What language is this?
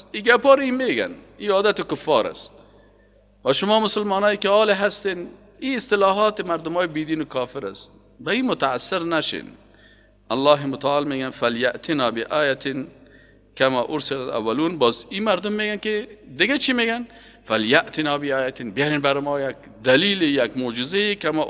Persian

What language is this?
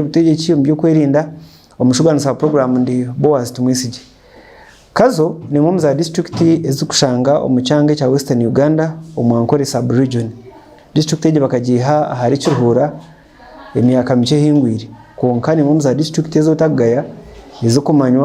Nyankole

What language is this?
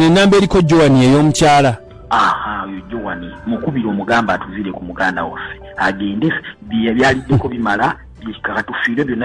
Ganda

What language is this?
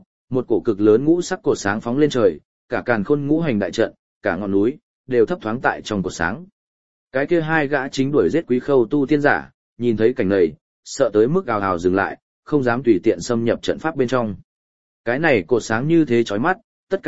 Vietnamese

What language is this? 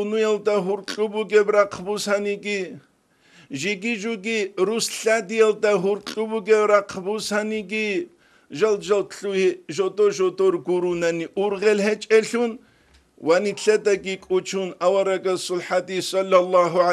Avaric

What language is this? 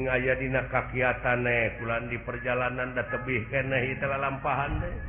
Sundanese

